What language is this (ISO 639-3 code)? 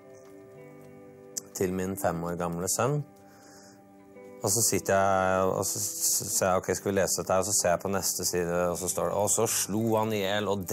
nor